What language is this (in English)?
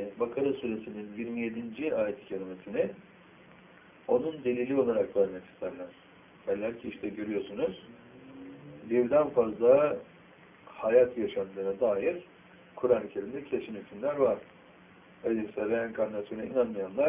Turkish